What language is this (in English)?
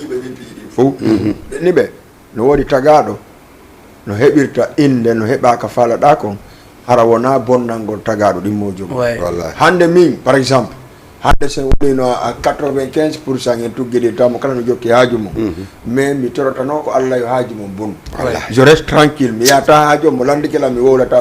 Fula